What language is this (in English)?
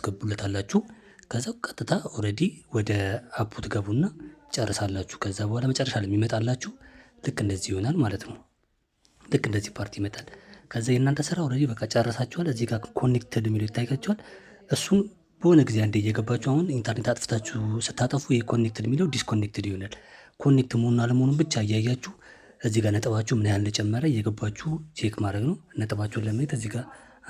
Amharic